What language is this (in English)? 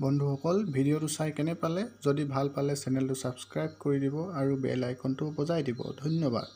Assamese